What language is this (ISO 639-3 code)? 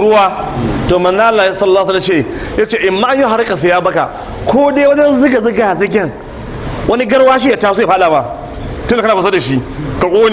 hau